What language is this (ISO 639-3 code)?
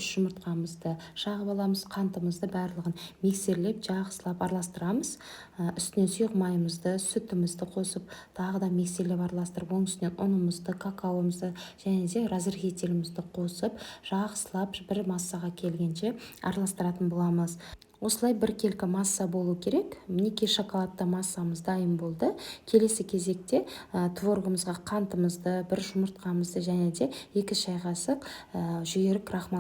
kaz